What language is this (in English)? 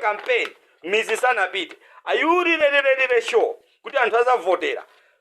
Nyanja